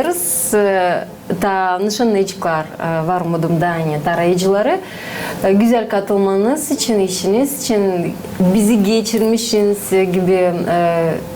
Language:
Gagauz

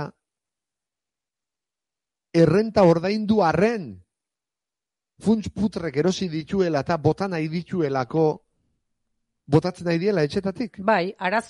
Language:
Basque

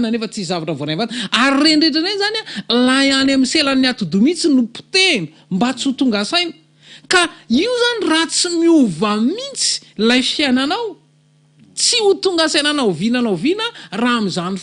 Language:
Malagasy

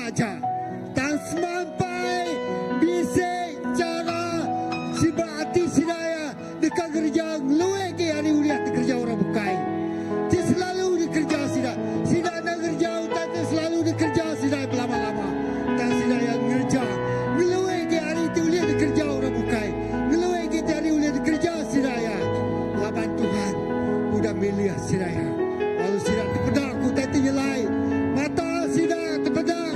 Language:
Iban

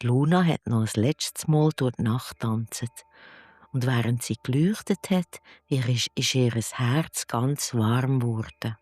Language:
Swiss German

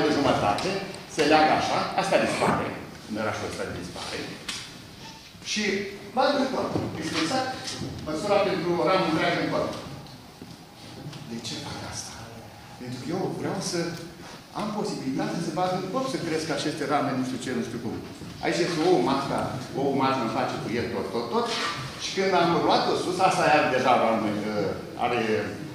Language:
Romanian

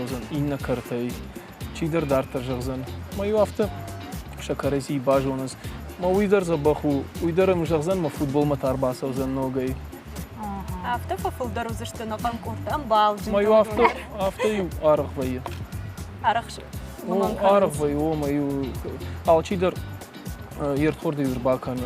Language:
Ossetic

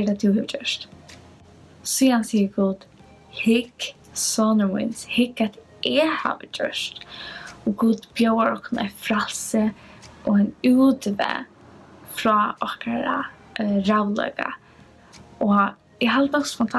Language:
Faroese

